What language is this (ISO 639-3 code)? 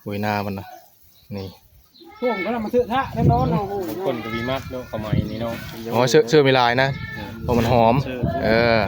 tts